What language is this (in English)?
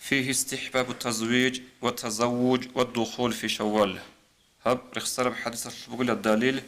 Avaric